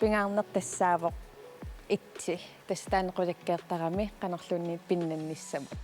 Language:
Kalaallisut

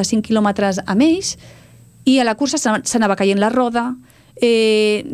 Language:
Catalan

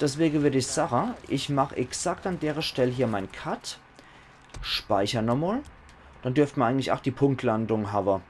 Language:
Palatine German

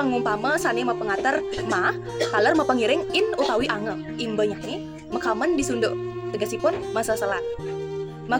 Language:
Balinese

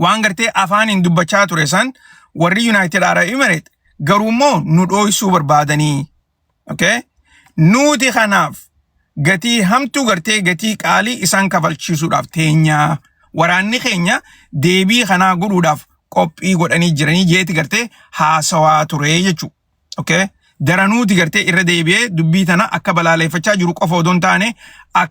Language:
Oromo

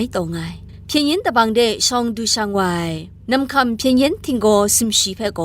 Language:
Kachin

